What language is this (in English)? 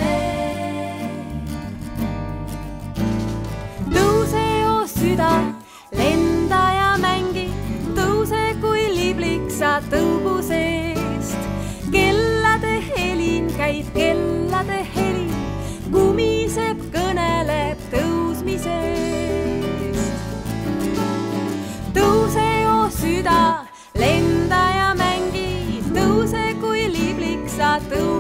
Estonian